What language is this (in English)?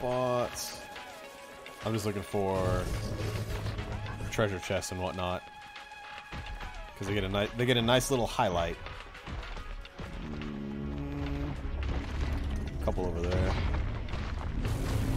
English